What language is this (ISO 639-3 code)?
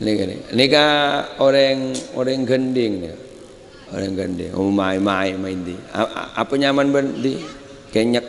mad